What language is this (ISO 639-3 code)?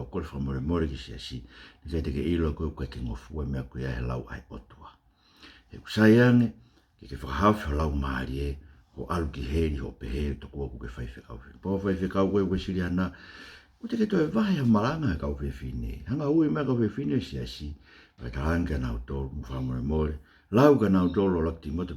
ton